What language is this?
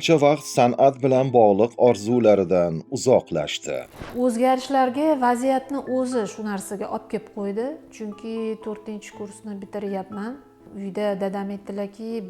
Uzbek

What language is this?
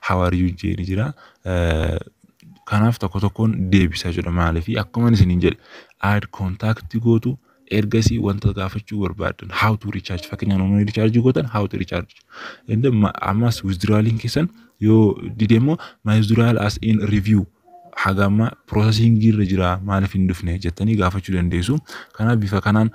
Oromo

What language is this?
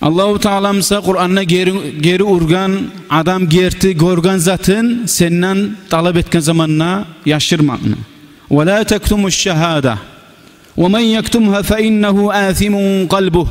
Kumyk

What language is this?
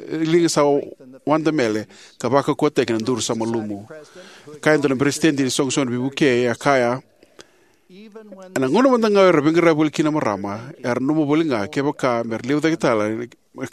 Fijian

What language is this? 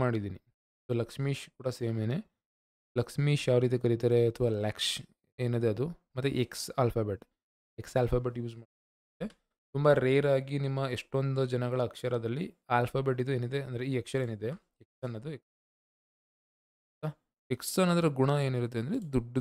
Kannada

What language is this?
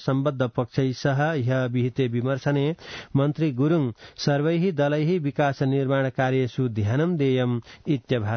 Sanskrit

